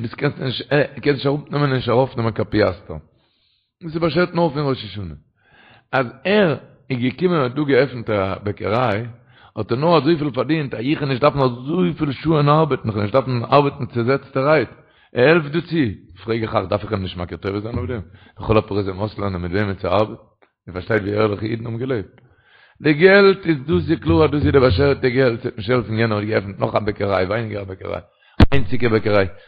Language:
Yiddish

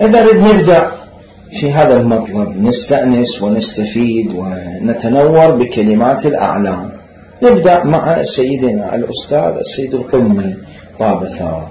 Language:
Mesopotamian Arabic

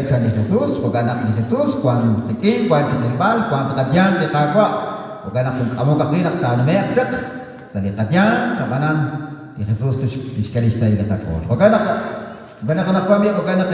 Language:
Kekchí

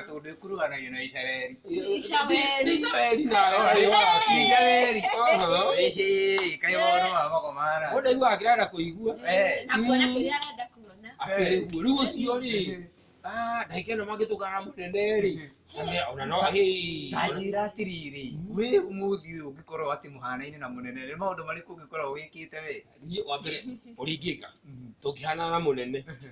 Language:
Kikuyu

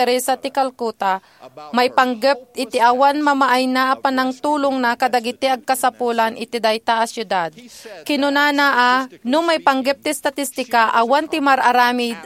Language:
Iloko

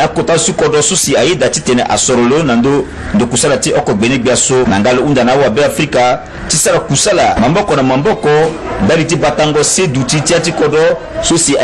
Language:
Sango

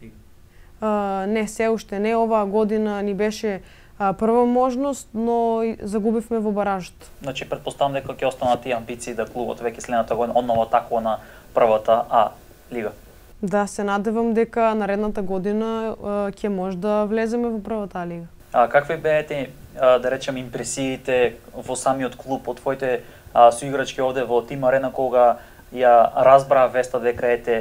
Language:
Macedonian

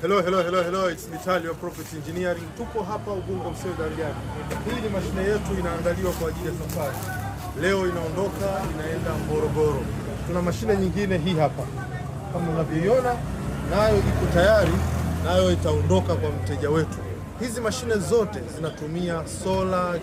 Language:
Swahili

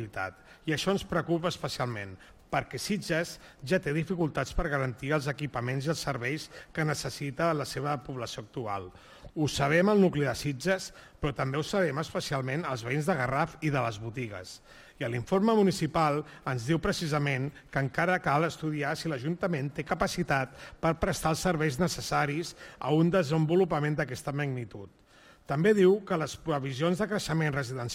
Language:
Catalan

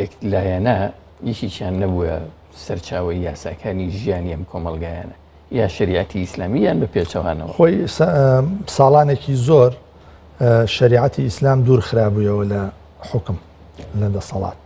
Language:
Central Kurdish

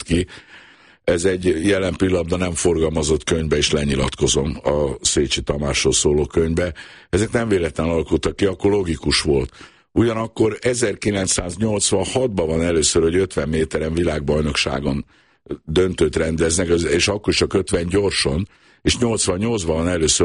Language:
Hungarian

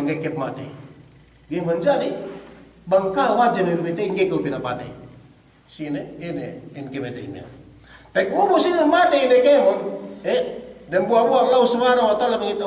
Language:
Yakan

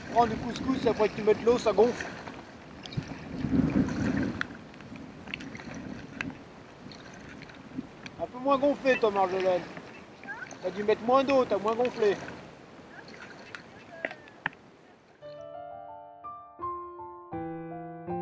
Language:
French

